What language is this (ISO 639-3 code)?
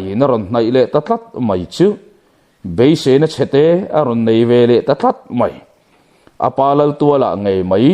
lus